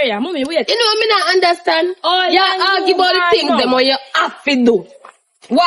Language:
Jamaican Creole English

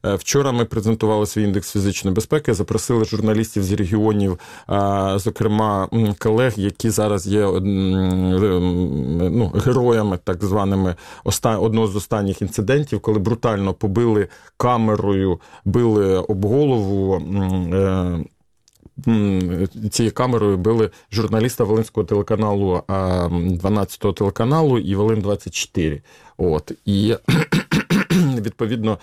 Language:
Ukrainian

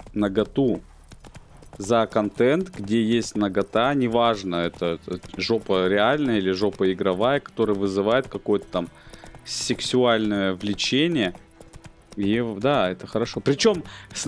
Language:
Russian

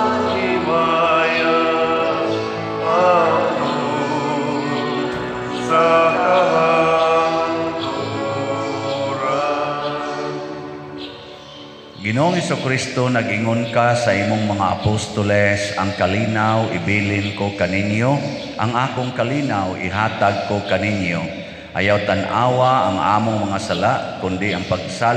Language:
Cebuano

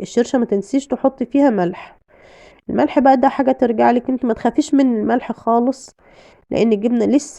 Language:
Egyptian Arabic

